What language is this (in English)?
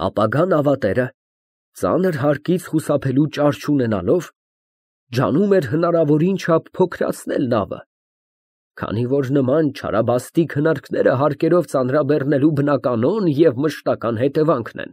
Armenian